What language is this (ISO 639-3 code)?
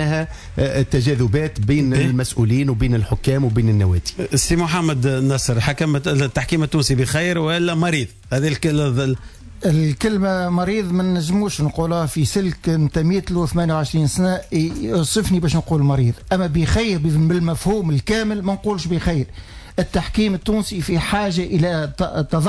aeb